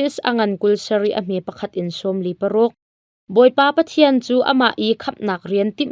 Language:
Hakha Chin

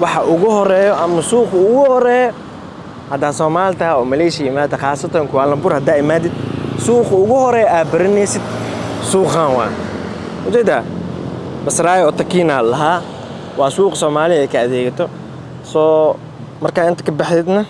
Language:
Somali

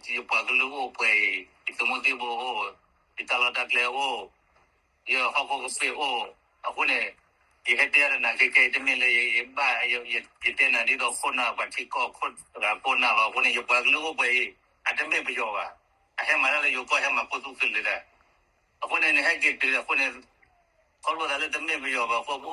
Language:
S'gaw Karen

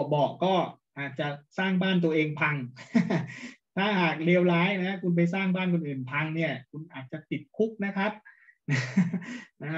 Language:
Thai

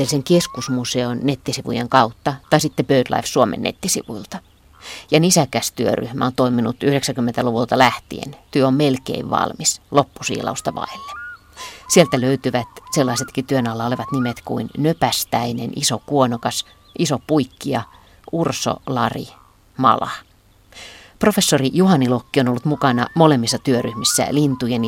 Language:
Finnish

